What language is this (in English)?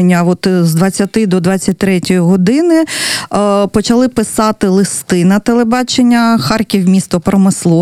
Ukrainian